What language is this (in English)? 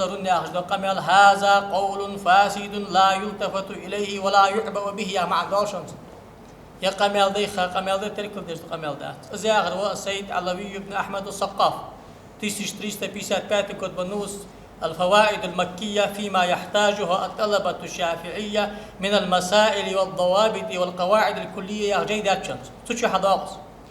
Ingush